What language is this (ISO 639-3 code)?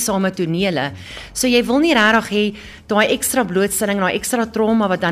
afr